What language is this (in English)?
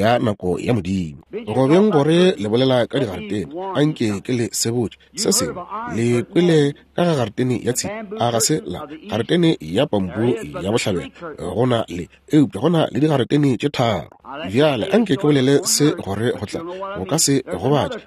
Northern Sotho